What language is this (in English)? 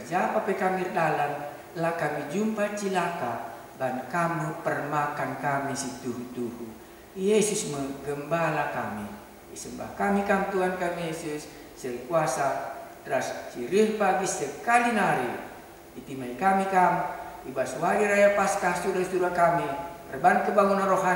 Batak Karo